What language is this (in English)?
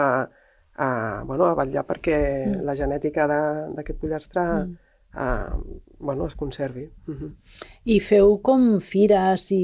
Catalan